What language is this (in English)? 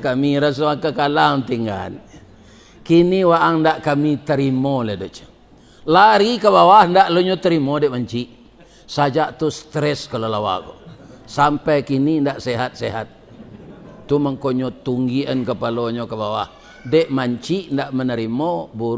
Minangkabau